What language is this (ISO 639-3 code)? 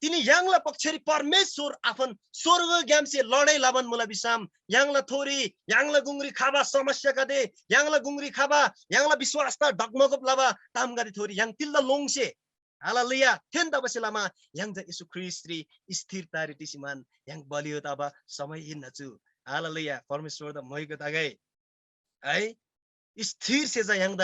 taj